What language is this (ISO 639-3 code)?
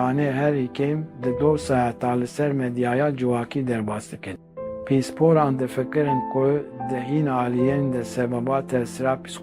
kur